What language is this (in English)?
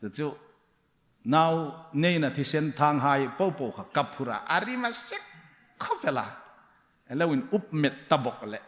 Hmar